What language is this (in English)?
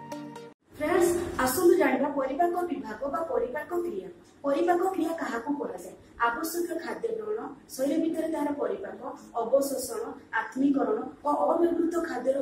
Odia